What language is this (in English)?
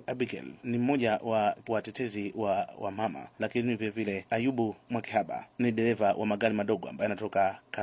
Swahili